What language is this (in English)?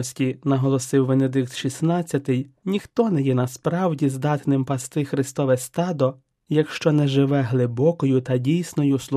Ukrainian